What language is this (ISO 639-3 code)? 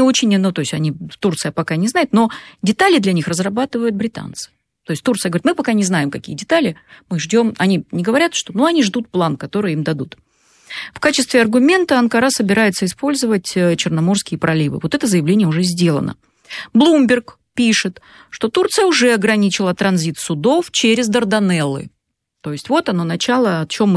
rus